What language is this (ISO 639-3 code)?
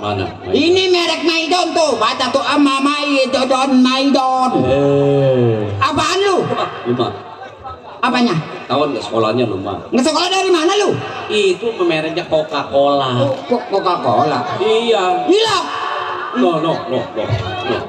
bew